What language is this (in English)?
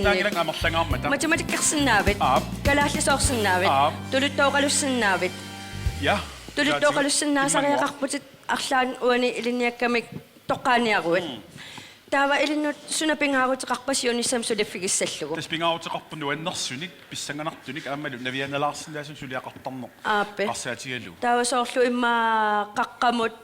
Kalaallisut